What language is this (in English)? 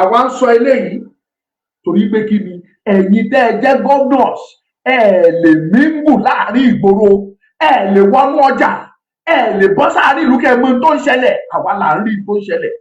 Yoruba